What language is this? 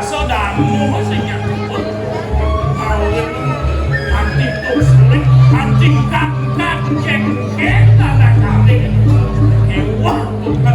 Balinese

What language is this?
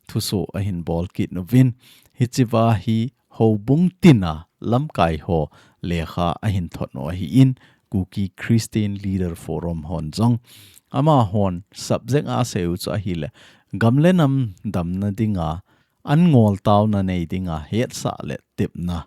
Thado Chin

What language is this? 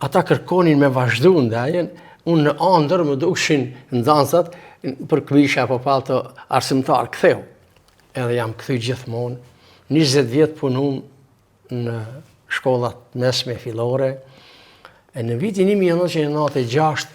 Albanian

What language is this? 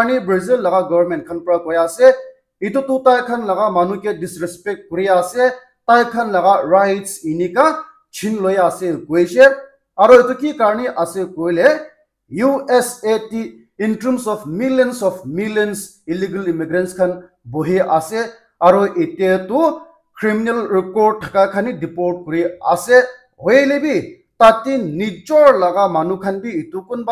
Naga Pidgin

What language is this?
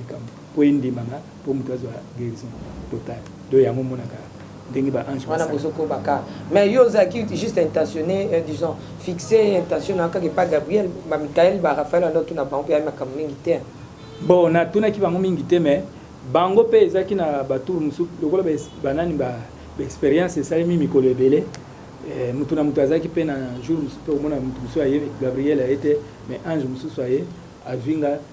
Lingala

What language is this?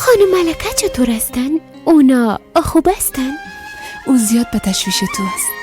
Persian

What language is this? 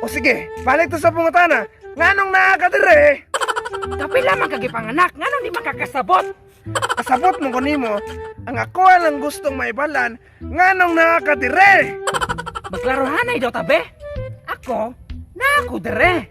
Cebuano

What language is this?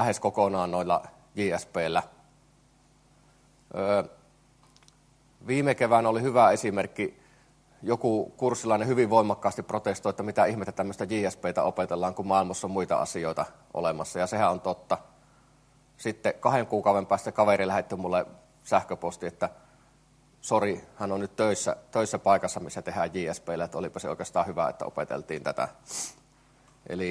Finnish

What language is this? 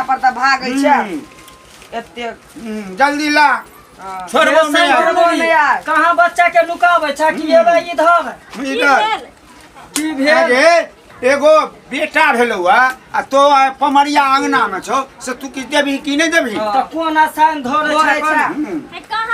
Maithili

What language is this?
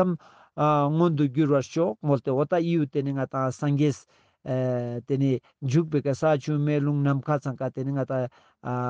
Ladakhi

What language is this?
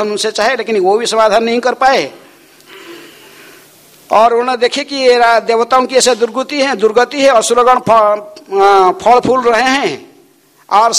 Hindi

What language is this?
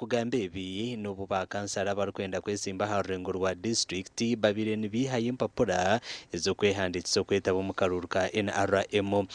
Nyankole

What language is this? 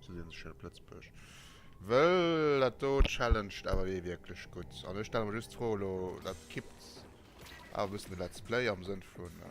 Luxembourgish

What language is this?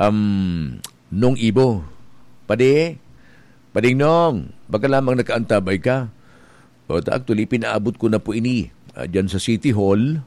Bikol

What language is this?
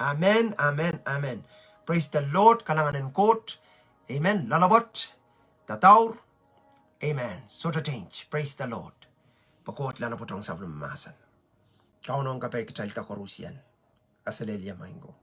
Pohnpeian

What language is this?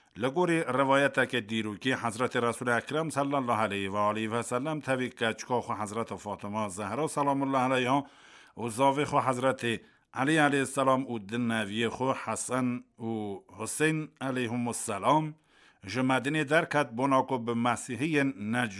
Kurdish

